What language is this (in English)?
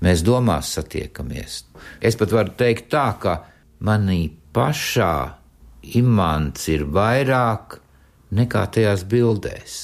Latvian